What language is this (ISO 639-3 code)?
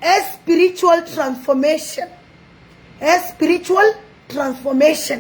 nus